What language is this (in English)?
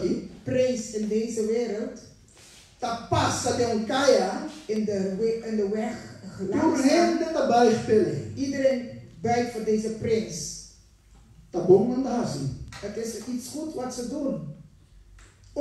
Papiamento